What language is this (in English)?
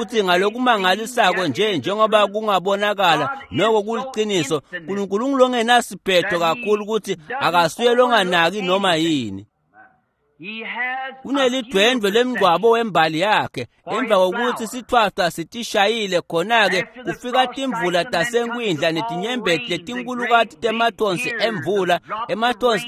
Swati